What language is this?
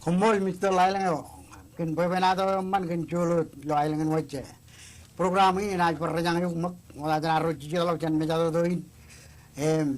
Marshallese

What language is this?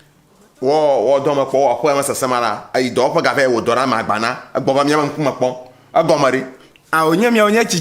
Ewe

